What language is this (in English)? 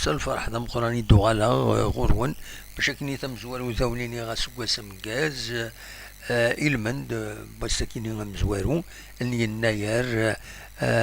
Kabyle